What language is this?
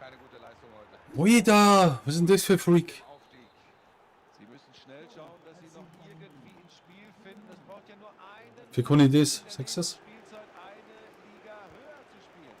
Bavarian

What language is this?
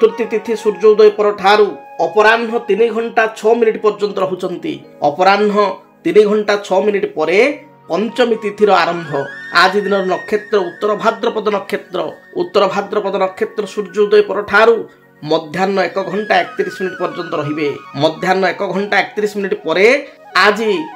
Odia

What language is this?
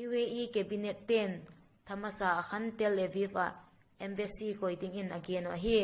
Vaiphei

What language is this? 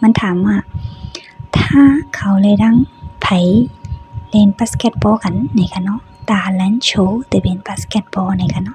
Shan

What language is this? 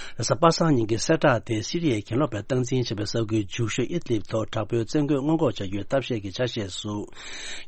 Tibetan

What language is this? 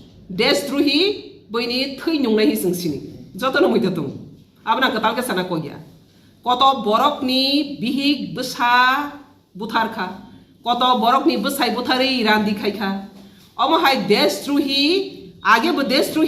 Kok Borok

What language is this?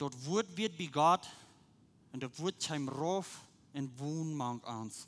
Plautdietsch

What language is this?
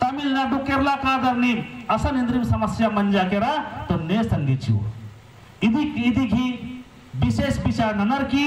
Kurukh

